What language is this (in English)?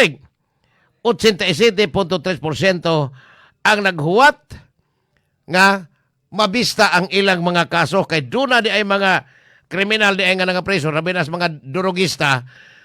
Cebuano